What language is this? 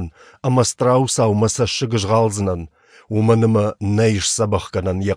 Ossetic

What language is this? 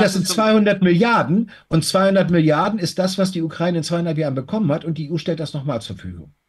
German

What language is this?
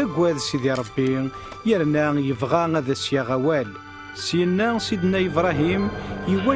Kabyle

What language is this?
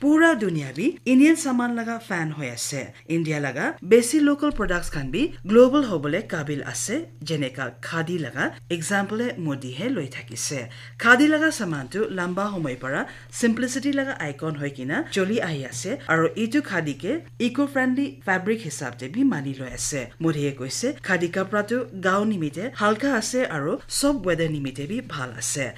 Naga Pidgin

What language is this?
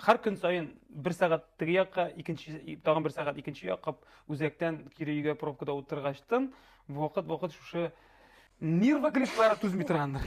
Tatar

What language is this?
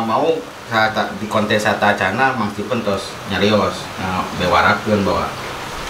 Sundanese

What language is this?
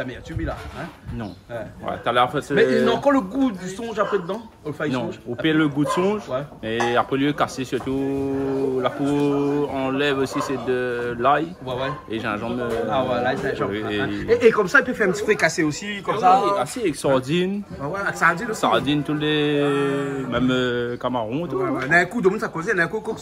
Réunion Creole French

